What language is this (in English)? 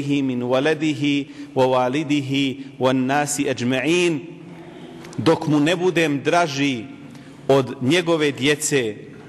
Bosnian